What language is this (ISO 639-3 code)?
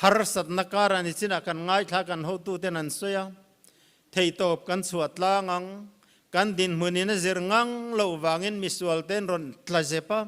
lus